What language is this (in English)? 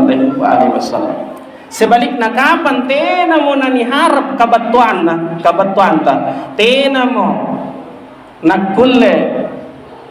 Makasar